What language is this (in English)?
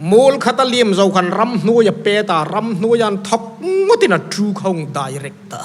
Hmar